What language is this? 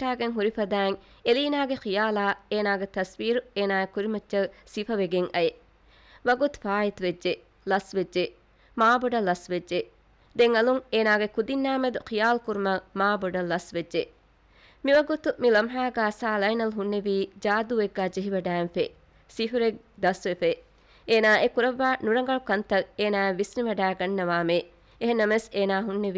Divehi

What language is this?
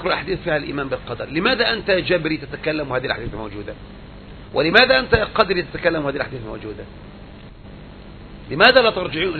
Arabic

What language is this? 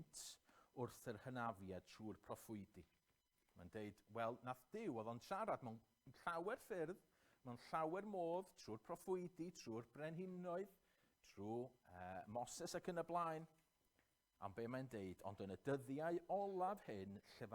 Welsh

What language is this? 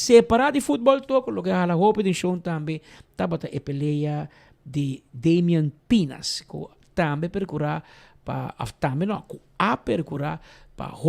Papiamento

